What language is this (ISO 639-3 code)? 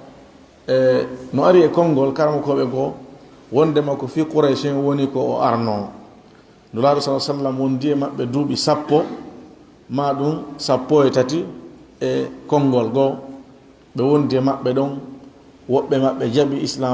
ful